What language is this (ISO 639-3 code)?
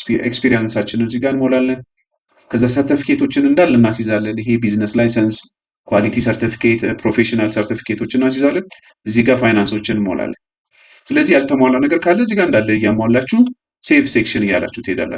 amh